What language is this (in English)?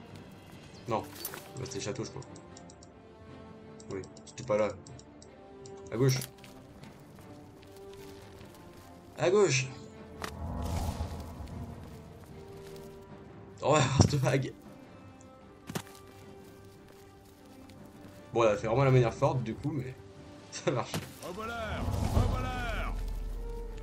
French